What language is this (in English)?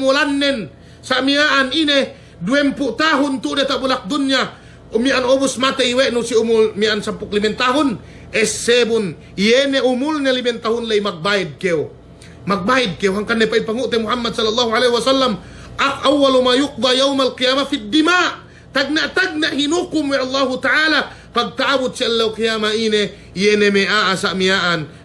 Yakan